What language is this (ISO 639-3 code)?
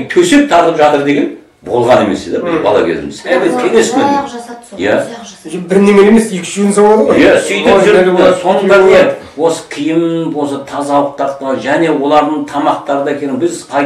kaz